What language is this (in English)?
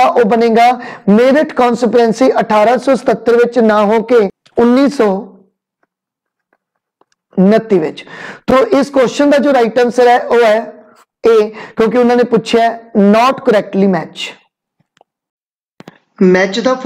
Punjabi